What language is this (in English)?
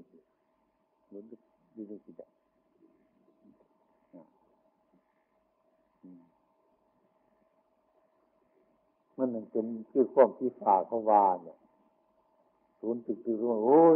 Thai